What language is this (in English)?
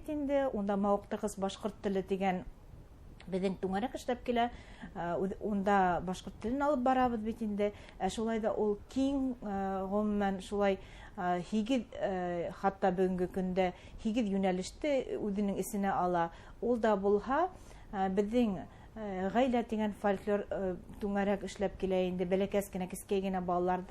Bashkir